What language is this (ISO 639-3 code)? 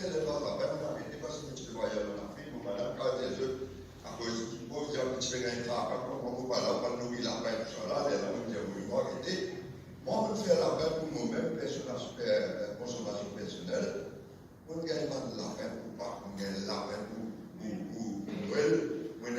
mfe